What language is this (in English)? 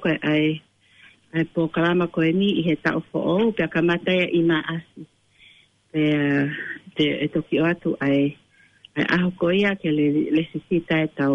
Tongan